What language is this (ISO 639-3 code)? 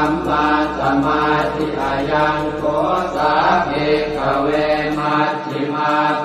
pli